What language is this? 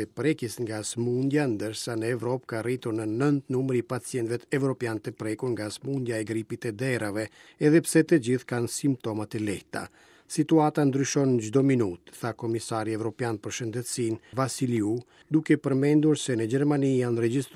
Albanian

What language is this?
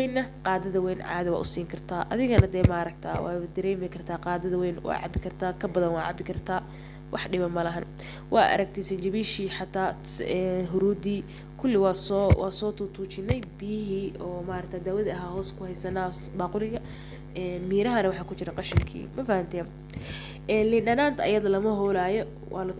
Somali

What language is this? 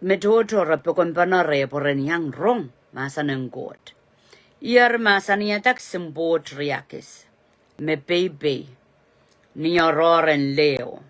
Pohnpeian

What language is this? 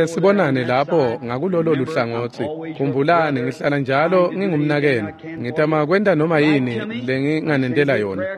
Swati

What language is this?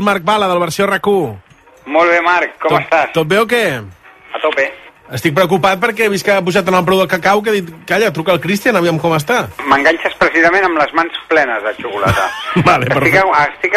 Catalan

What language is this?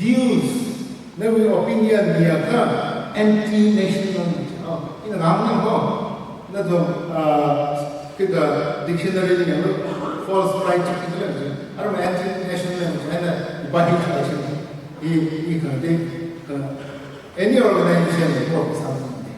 Tangkhul Naga (India)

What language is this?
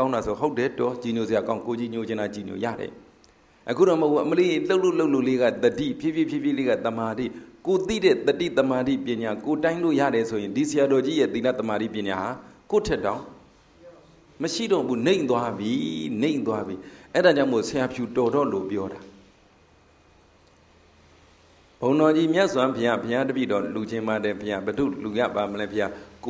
Burmese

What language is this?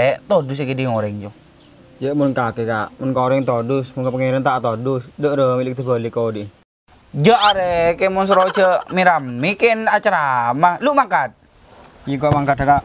Madurese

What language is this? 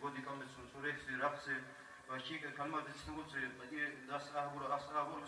Avaric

